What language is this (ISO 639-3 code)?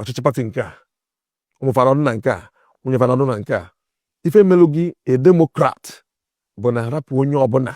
ibo